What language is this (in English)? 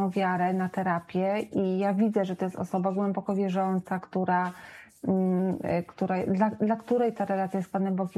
Polish